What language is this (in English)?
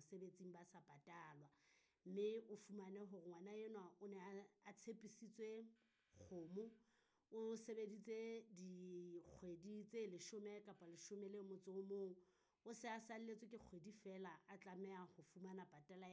Southern Sotho